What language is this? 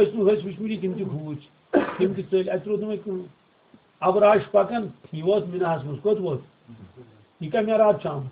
Kashmiri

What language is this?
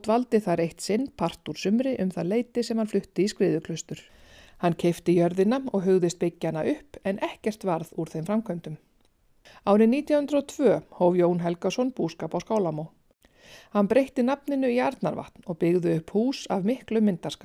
Icelandic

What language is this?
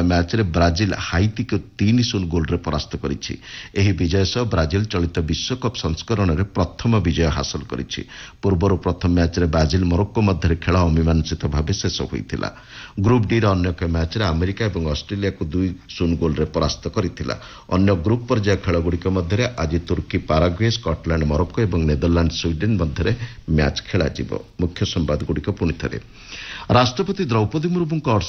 Odia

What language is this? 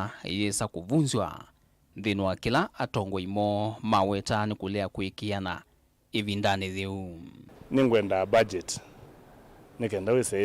Kamba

